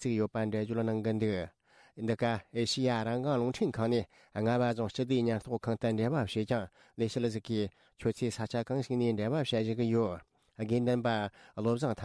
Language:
Tibetan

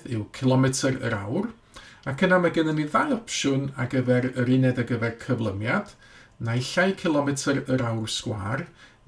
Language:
Welsh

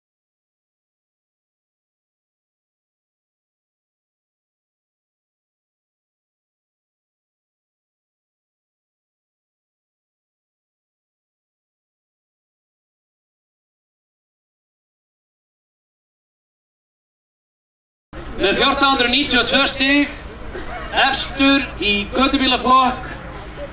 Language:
Icelandic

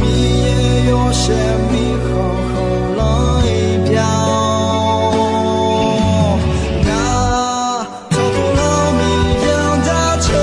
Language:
Akha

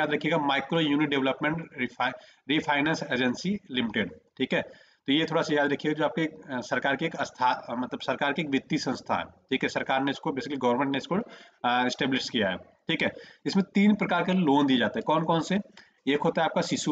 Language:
Hindi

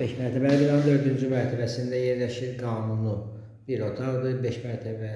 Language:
Azerbaijani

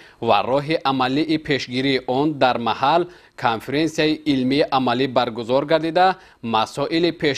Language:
Tajik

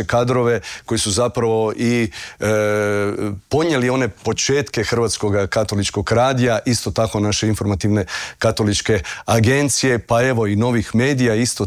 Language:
Croatian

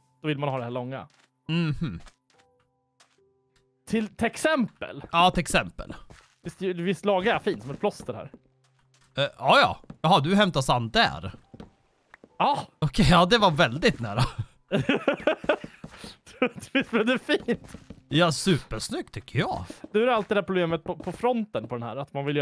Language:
Swedish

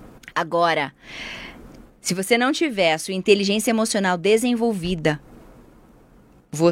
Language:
Portuguese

